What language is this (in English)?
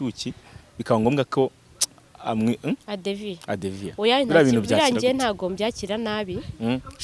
Kinyarwanda